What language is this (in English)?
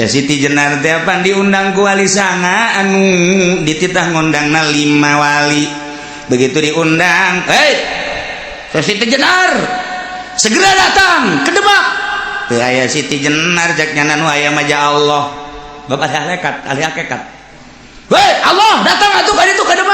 Sundanese